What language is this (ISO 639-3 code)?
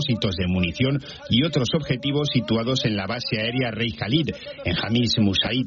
spa